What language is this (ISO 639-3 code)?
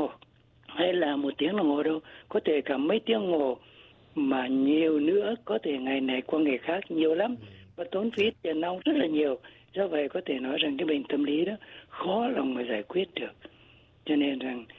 vie